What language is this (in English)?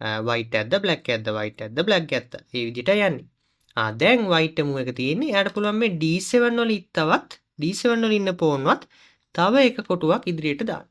Sinhala